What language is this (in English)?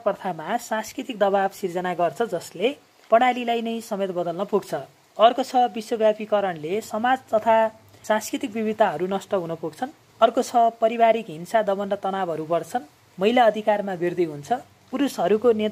Nepali